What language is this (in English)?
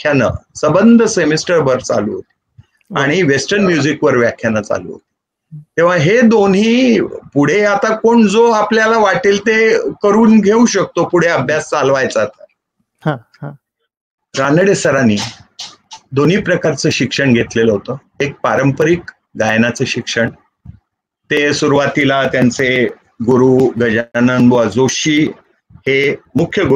Marathi